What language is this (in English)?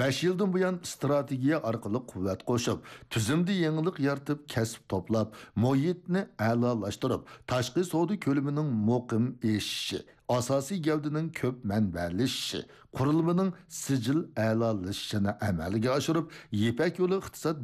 Uyghur